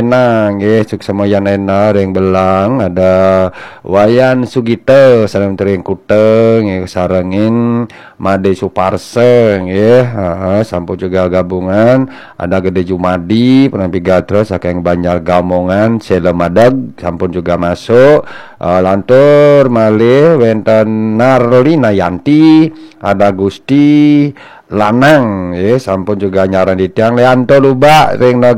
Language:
Balinese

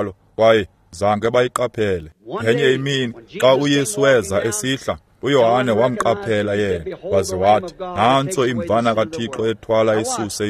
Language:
Xhosa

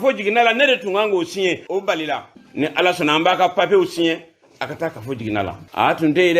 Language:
Bambara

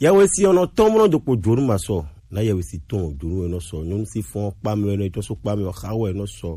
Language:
Gen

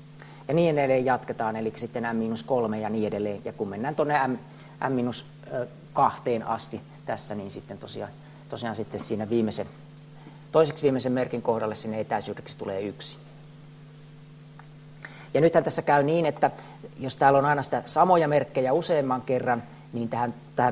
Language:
Finnish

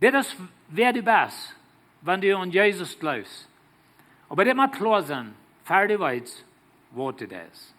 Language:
Plautdietsch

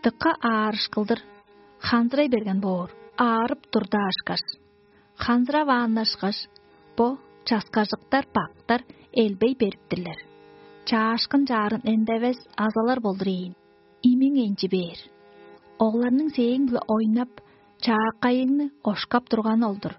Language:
Tuvinian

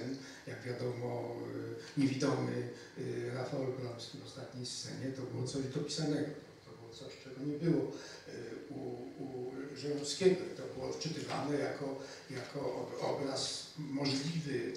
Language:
Polish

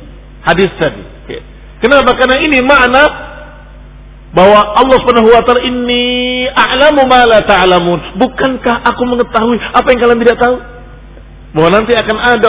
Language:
Indonesian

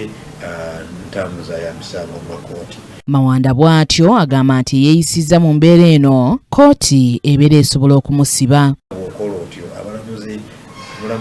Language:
Ganda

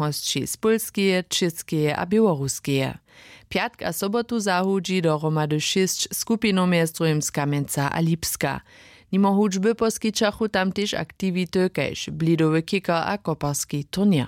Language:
Upper Sorbian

